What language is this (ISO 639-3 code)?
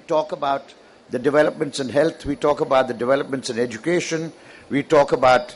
eng